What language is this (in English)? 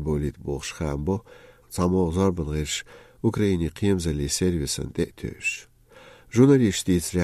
Chechen